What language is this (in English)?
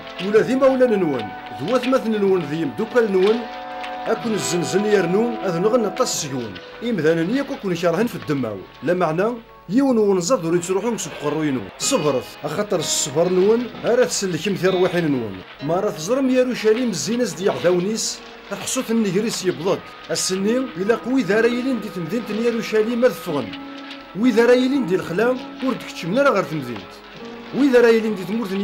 Kabyle